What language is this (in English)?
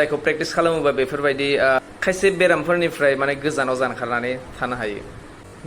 Bodo